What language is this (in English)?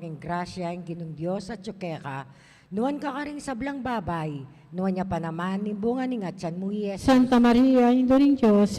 Pampanga